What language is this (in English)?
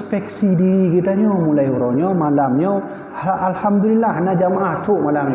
Achinese